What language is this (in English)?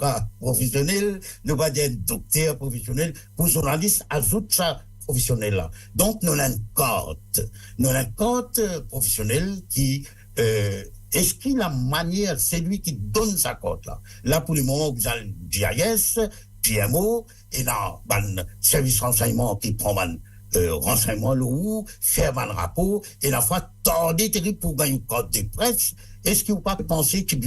Morisyen